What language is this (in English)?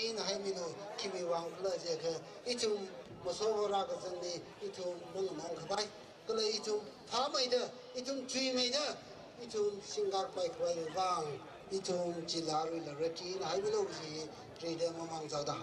Tangkhul Naga (India)